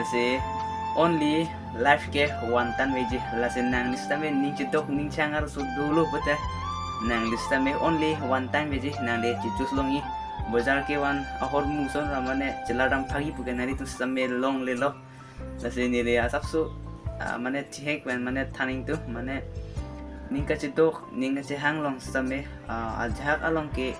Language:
Karbi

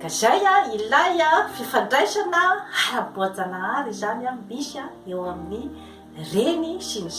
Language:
Malagasy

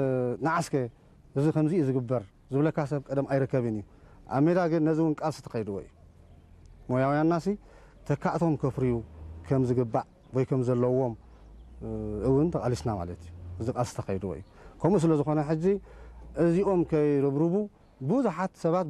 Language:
Tigrinya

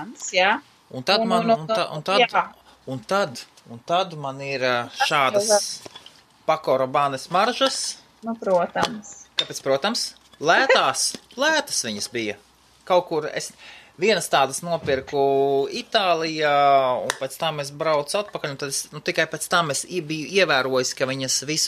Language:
Latvian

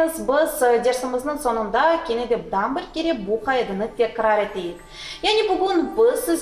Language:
Crimean Tatar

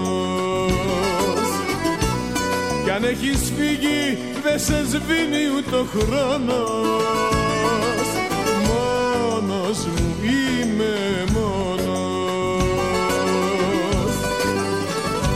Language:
Greek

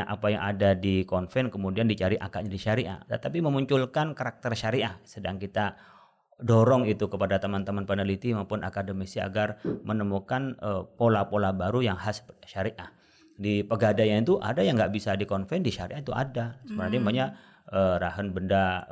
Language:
Indonesian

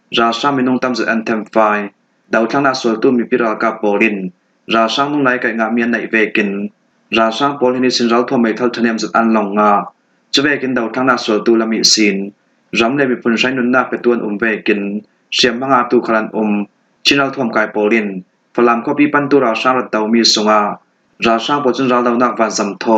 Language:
Falam Chin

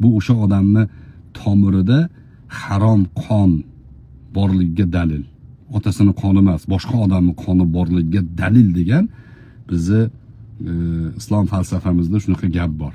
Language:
Uzbek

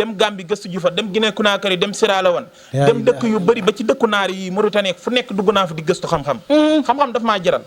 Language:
Wolof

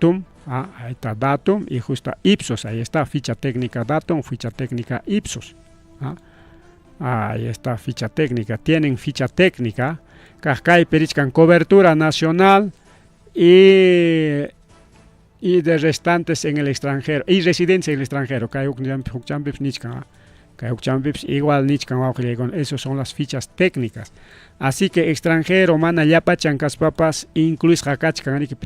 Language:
Ayacucho Quechua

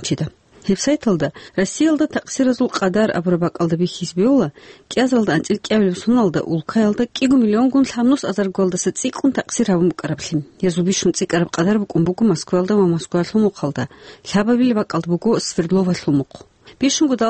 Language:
Avaric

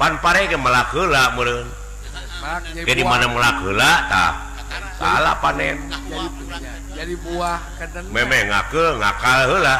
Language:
Sundanese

